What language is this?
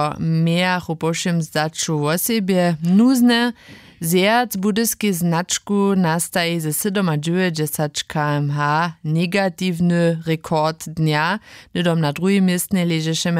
Upper Sorbian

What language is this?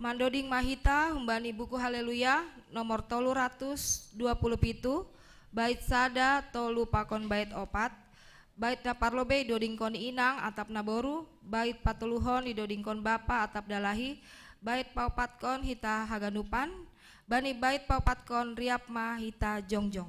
Batak Simalungun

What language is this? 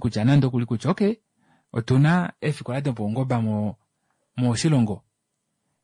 Kuanyama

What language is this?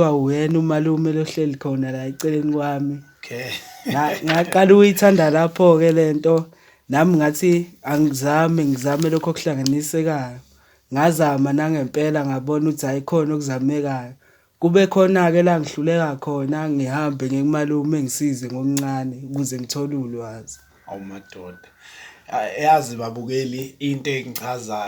Zulu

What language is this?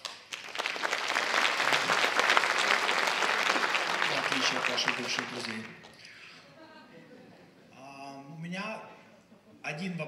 Russian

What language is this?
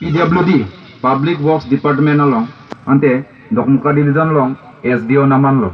Karbi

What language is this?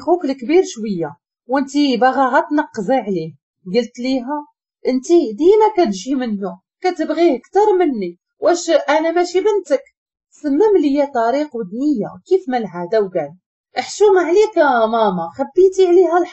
Moroccan Arabic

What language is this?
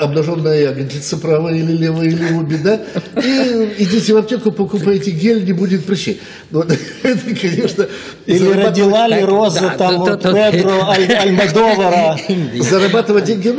Russian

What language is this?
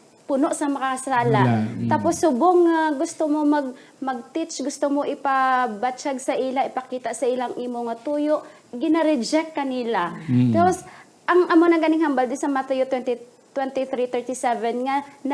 Hiligaynon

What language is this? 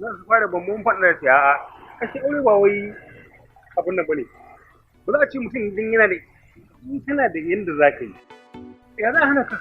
Hausa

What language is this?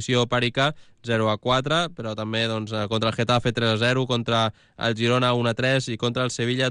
Catalan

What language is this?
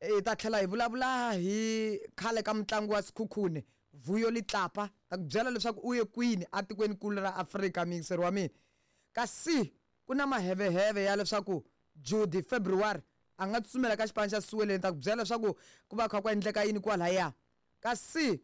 Tsonga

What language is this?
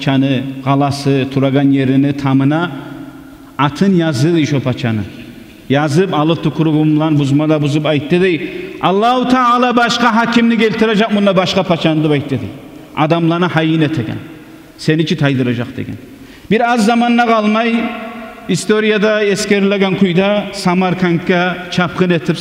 Kumyk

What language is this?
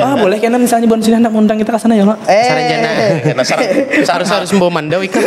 Banjar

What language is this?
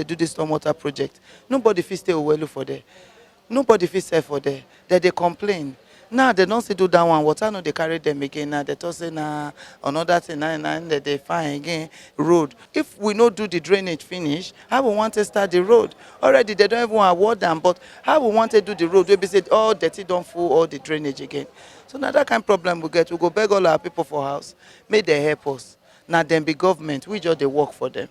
Nigerian Pidgin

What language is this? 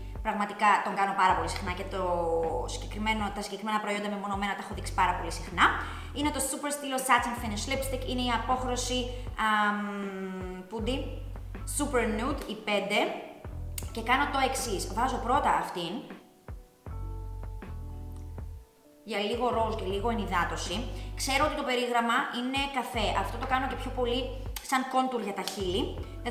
Greek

